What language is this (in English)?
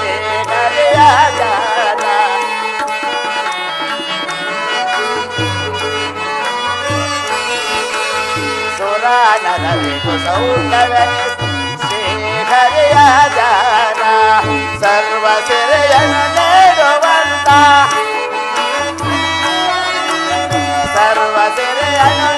Kannada